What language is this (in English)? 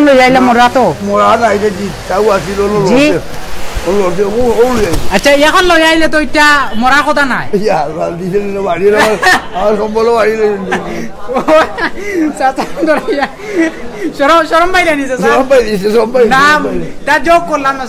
Sylheti